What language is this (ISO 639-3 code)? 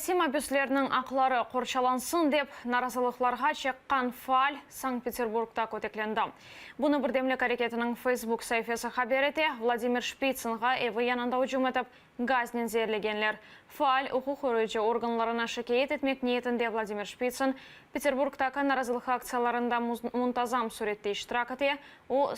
crh